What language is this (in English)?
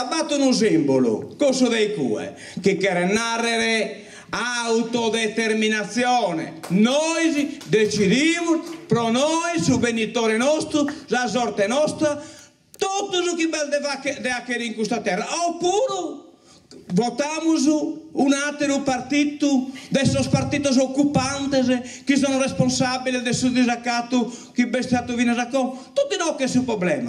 Sardinian